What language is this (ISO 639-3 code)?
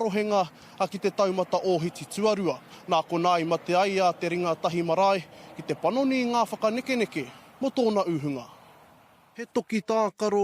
mri